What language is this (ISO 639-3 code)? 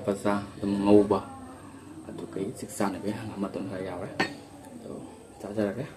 mni